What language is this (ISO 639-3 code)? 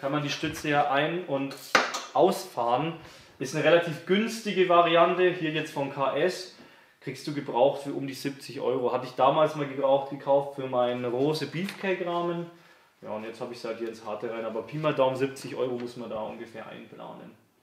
deu